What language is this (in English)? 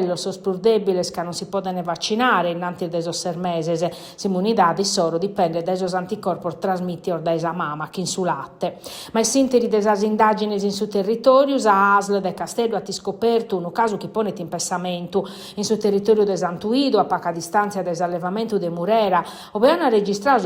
Sardinian